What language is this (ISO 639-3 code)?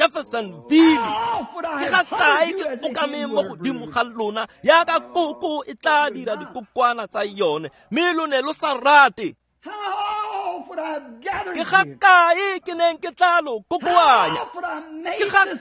tsn